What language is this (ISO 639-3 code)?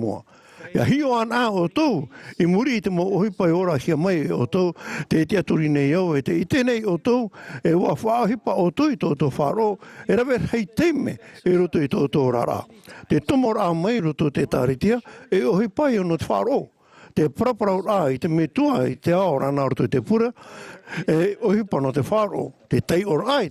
tah